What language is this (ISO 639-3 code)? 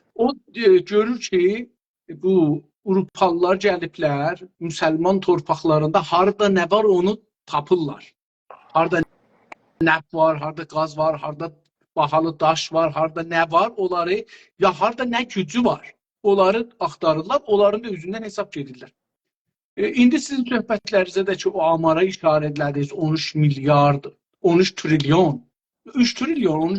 azb